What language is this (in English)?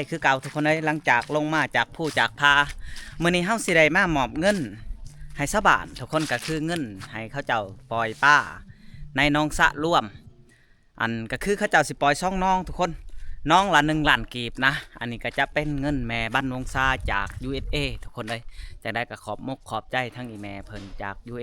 Lao